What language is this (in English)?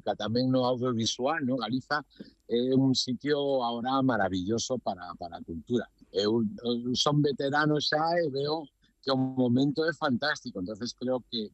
Galician